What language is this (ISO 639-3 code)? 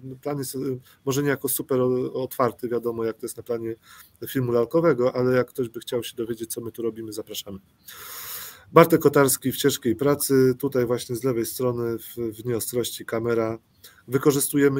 pol